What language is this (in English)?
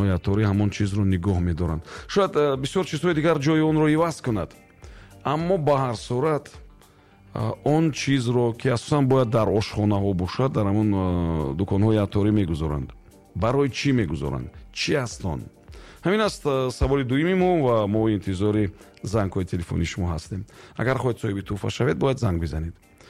Tajik